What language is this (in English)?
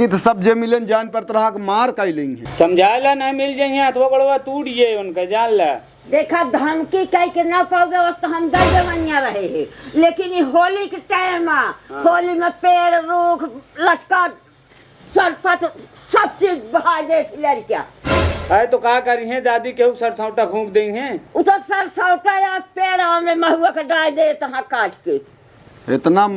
Awadhi